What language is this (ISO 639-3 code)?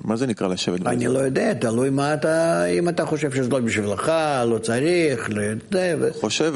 heb